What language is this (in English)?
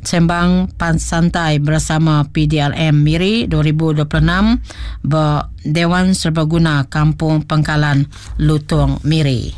Iban